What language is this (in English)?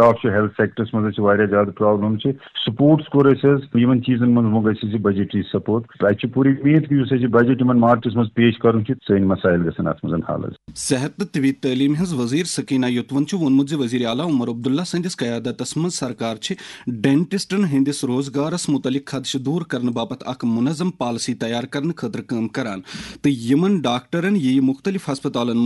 Kashmiri